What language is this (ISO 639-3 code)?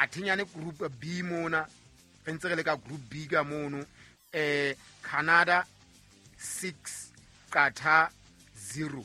sot